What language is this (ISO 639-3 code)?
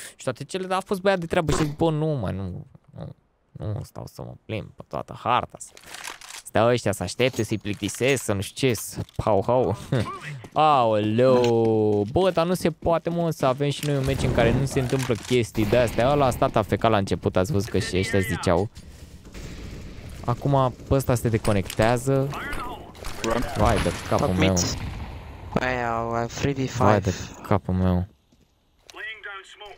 ron